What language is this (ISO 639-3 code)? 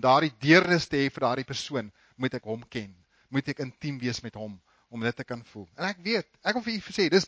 afr